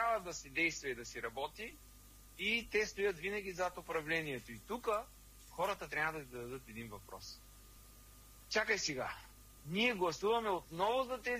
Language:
Bulgarian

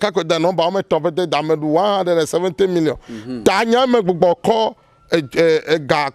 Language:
Ewe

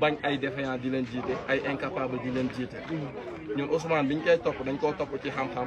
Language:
Wolof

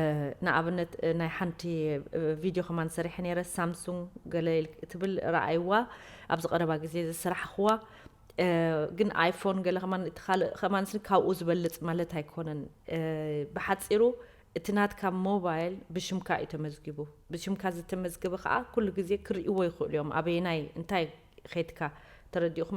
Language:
Tigrinya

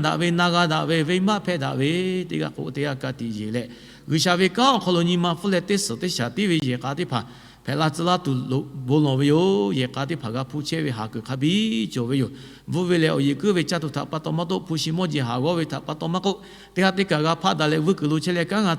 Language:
Lahu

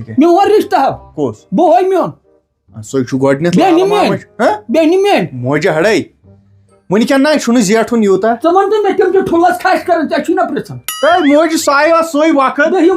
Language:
Kashmiri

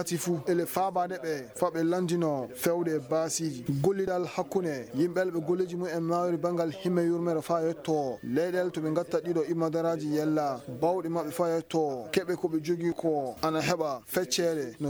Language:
Fula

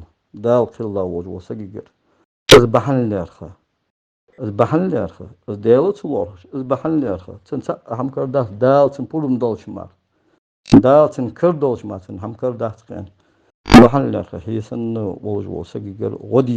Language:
Ingush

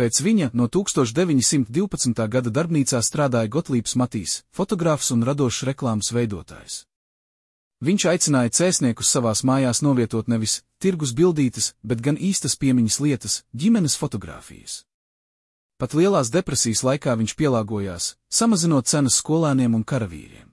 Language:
Latvian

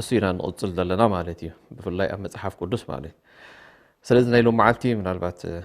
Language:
Tigrinya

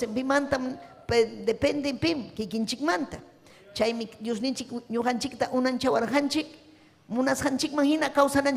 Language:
Ayacucho Quechua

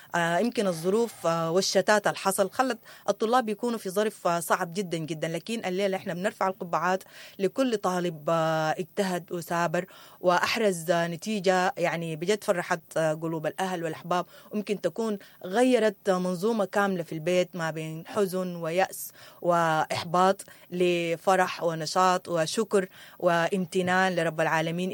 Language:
Sudanese Arabic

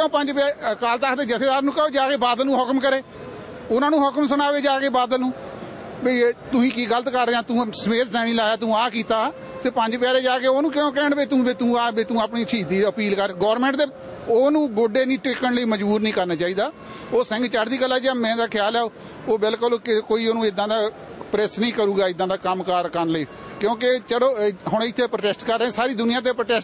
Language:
Punjabi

